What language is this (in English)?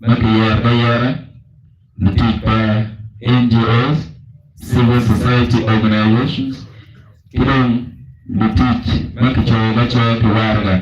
Acoli